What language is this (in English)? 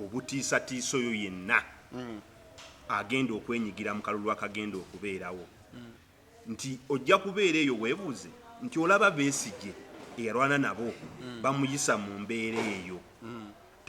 Ganda